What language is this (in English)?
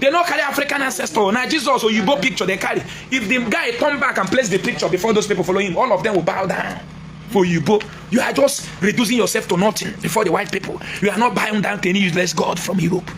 Igbo